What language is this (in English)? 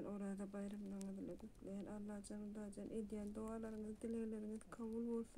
Turkmen